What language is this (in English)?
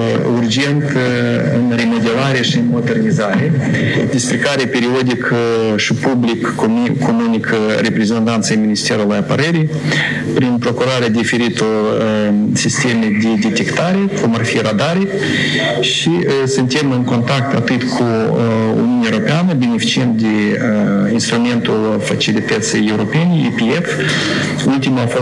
Romanian